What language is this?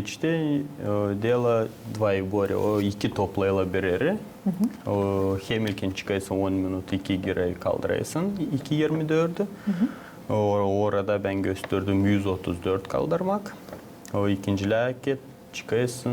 Gagauz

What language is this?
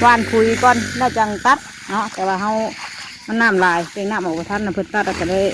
Northeastern Thai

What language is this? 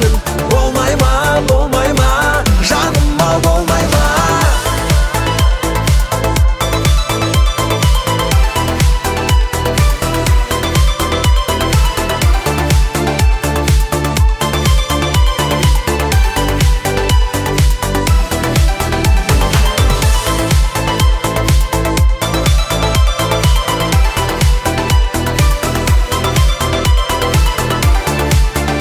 Kazakh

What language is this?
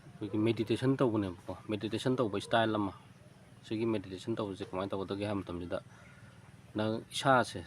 Manipuri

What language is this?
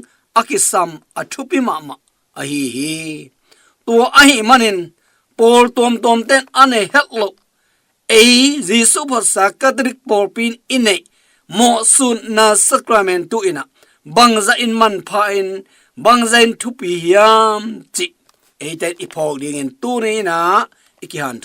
Tedim Chin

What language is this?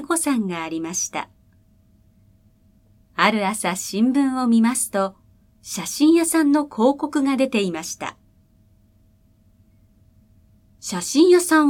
Japanese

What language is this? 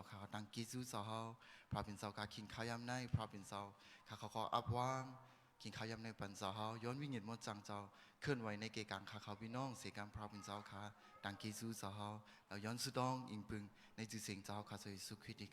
Shan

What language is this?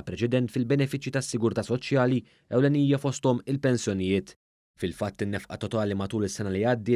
Maltese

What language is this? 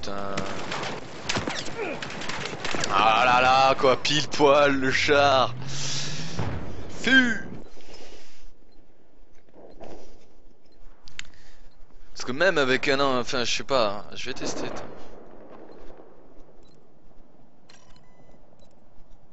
French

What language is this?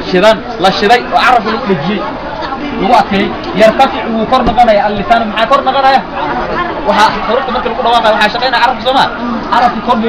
Somali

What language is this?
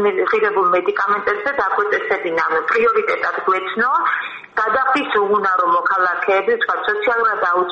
Georgian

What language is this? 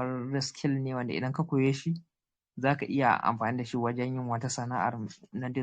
Hausa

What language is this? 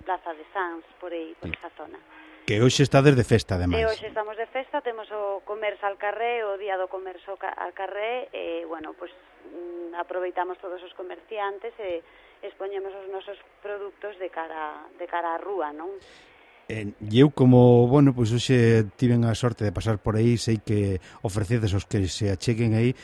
Galician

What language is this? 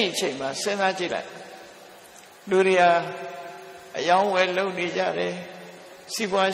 Burmese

